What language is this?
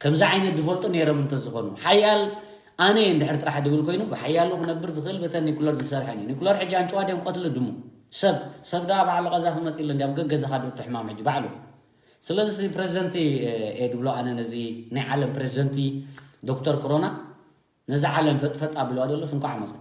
Tigrinya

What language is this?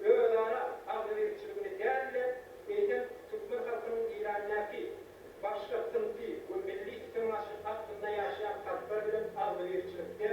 Turkmen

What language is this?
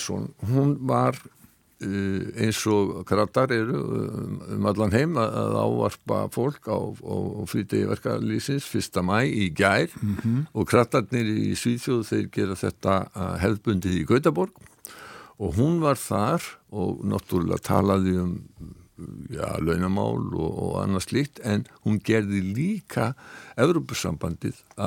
Icelandic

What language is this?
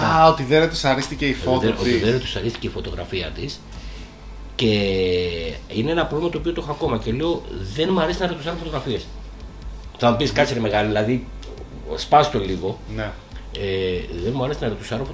Greek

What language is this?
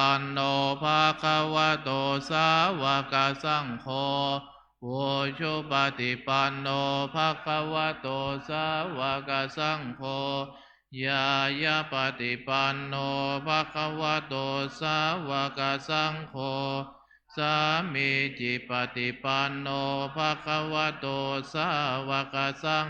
Pali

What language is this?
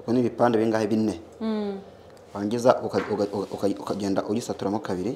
Kinyarwanda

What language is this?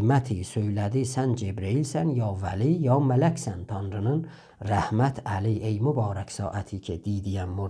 South Azerbaijani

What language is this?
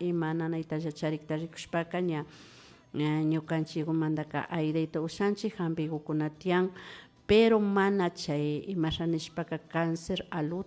Imbabura Highland Quichua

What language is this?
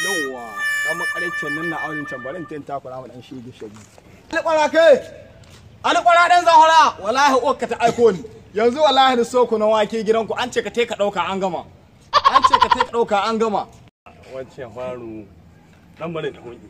Hausa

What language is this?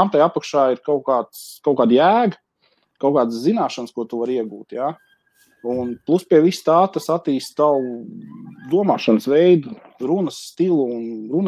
Latvian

